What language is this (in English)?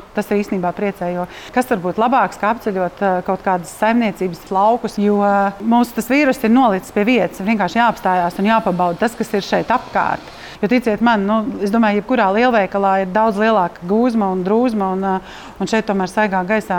Latvian